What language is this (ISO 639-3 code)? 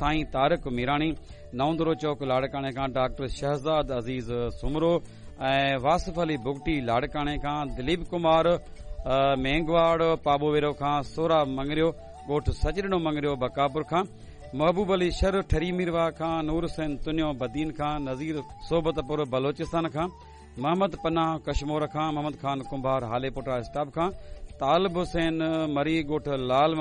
snd